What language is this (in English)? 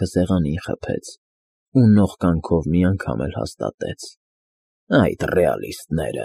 Armenian